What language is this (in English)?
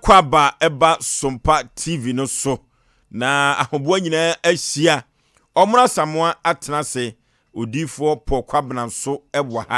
Akan